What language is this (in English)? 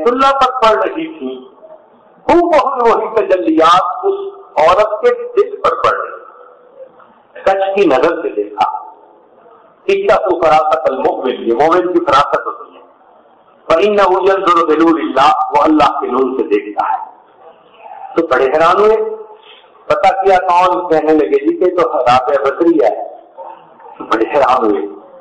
Urdu